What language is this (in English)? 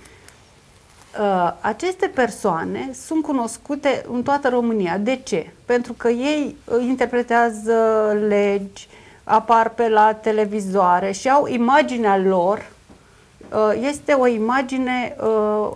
Romanian